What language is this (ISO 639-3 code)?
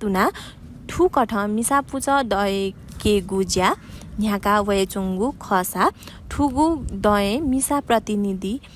new